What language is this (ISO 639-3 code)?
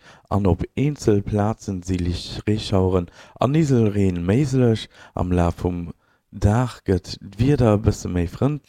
ltz